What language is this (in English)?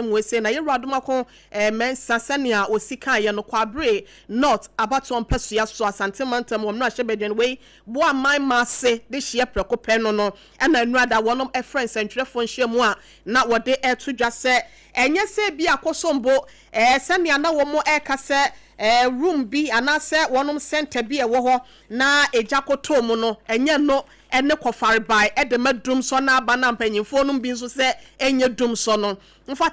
Akan